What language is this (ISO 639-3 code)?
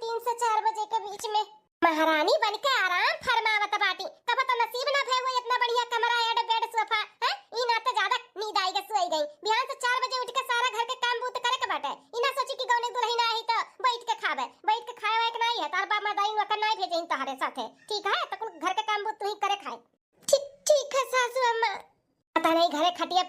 bho